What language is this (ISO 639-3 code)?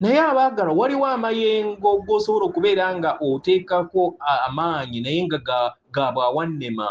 lug